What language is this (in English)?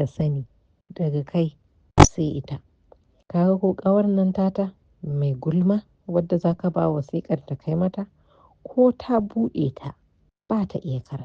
Hausa